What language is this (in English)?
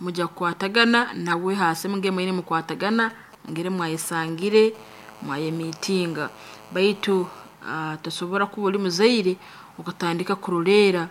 Nyankole